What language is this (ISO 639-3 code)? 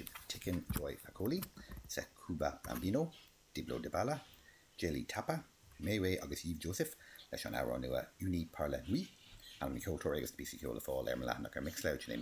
gle